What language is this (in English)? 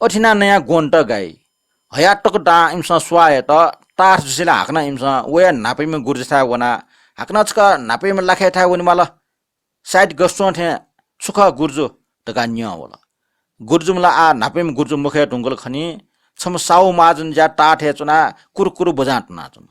Newari